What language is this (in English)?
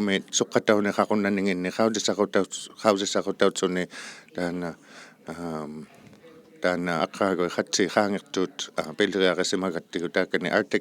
Inuktitut